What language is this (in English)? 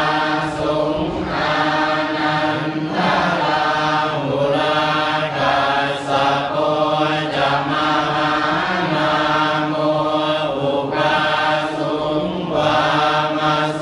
Pali